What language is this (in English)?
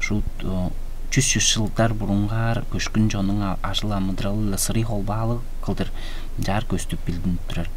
Tuvinian